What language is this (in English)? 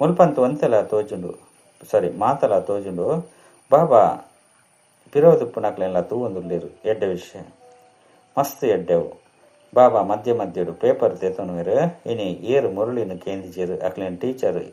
Tulu